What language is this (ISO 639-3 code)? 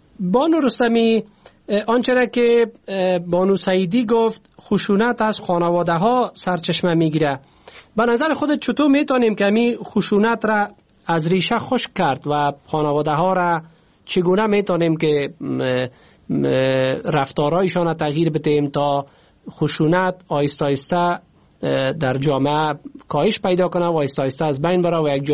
fas